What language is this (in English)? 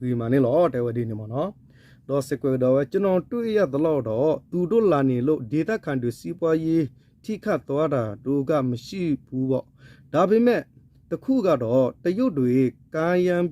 S'gaw Karen